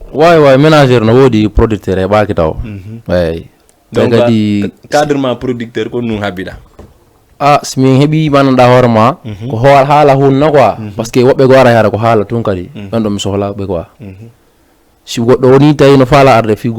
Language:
Fula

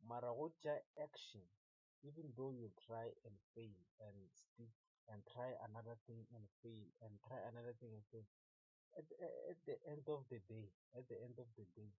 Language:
Northern Sotho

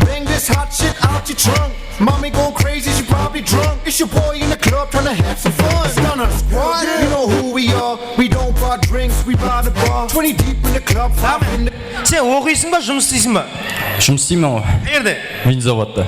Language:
Kara-Kalpak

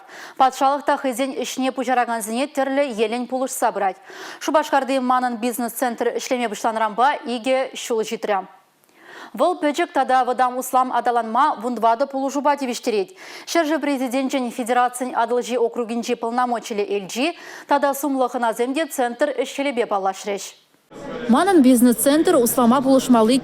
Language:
Chuvash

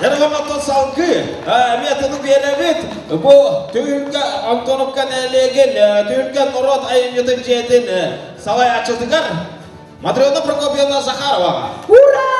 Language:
Yakut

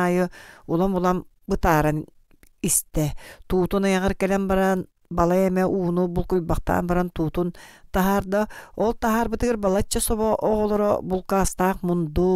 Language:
Yakut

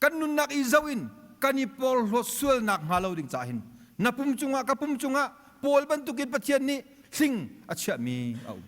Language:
Hakha Chin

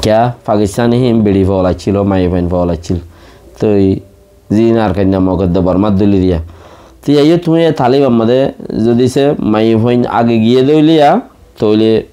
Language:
Rohingya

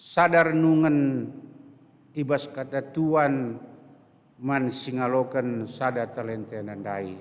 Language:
Batak Karo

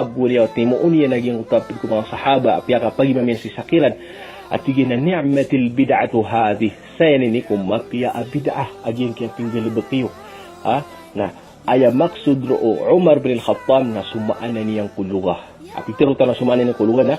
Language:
Maranao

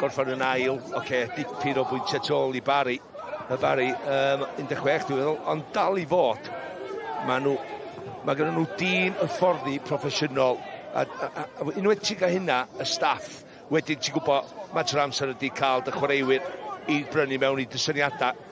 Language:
Welsh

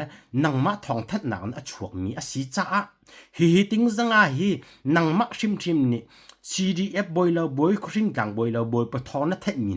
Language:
Hakha Chin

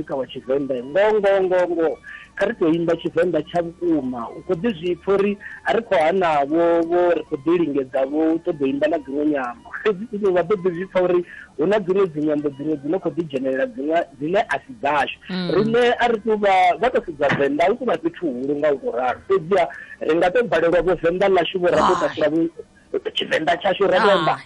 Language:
Venda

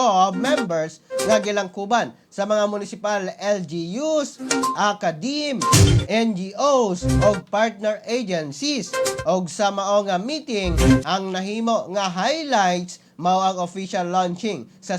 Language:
Cebuano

